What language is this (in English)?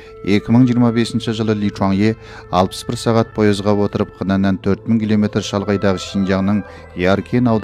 Kazakh